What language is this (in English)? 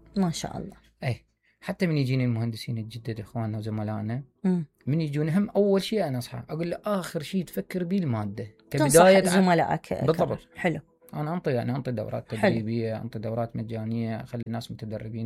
Mesopotamian Arabic